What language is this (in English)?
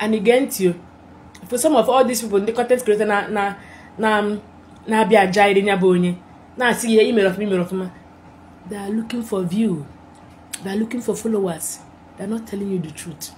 Igbo